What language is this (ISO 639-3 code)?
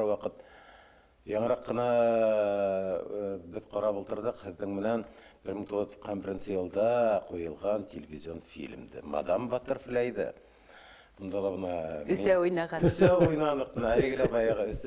bak